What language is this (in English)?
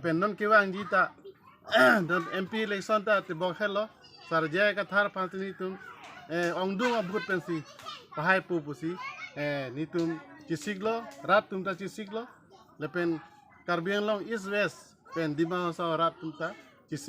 Karbi